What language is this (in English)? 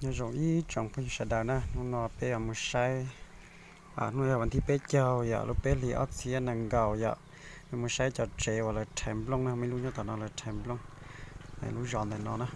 Hmong